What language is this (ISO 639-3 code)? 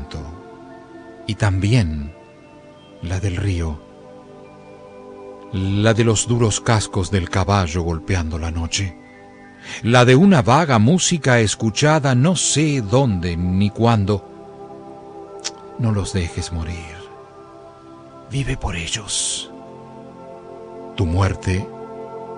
spa